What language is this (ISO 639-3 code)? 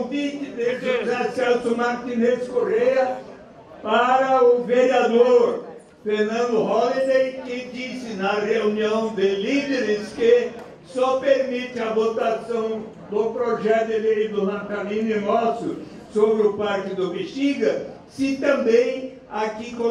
por